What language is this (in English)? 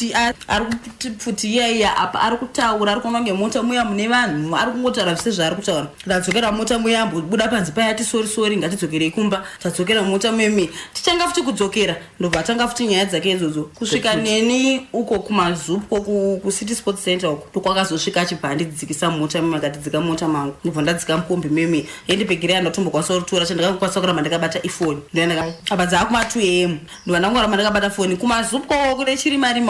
Shona